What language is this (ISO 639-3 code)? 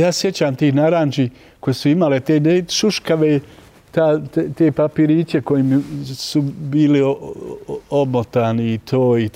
bos